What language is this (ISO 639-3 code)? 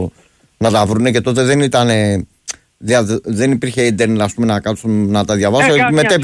ell